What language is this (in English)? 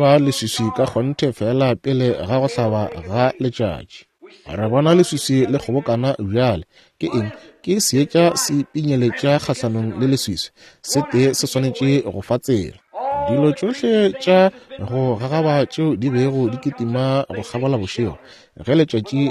Northern Sotho